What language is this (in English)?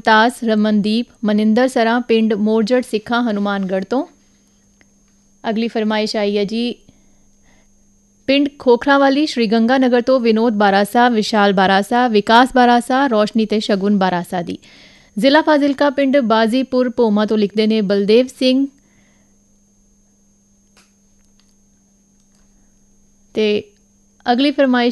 Punjabi